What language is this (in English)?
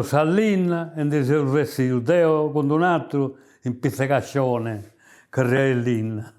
Sardinian